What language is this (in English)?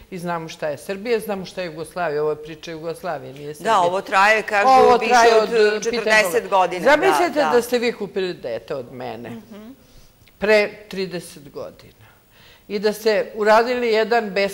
Serbian